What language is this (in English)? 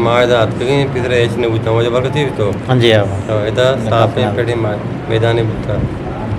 Eastern Balochi